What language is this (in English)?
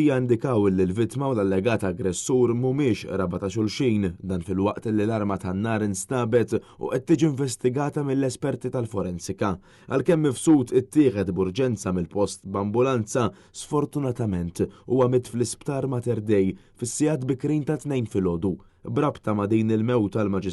Maltese